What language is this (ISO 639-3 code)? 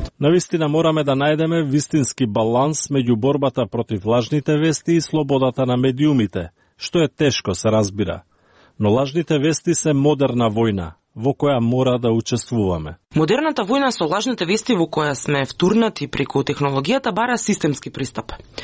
mkd